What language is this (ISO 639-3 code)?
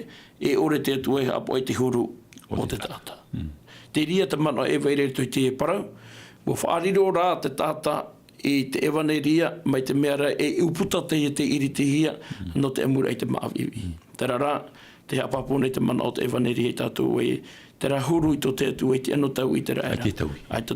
tah